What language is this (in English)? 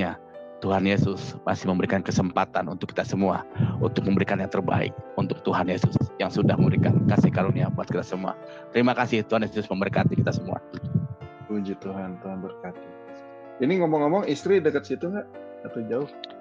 Indonesian